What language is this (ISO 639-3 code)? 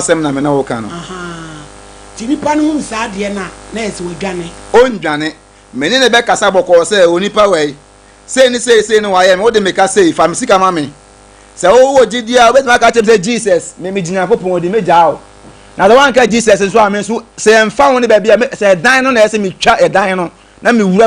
aka